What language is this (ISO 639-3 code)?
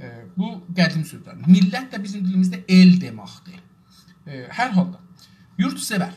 azb